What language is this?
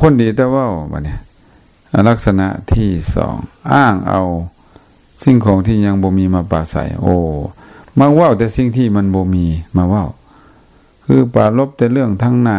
Lao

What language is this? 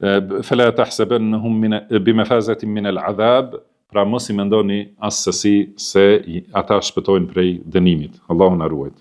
Albanian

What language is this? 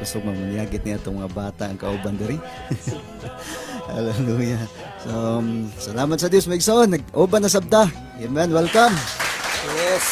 Cebuano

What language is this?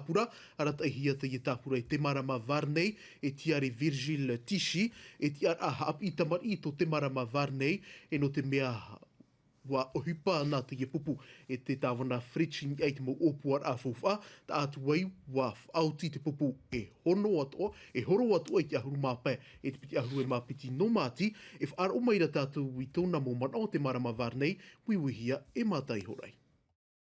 Tahitian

